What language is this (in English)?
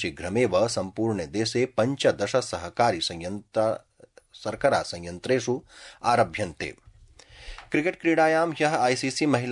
Sanskrit